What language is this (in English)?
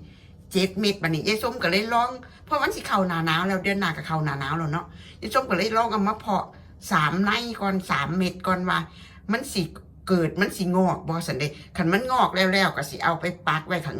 Northeastern Thai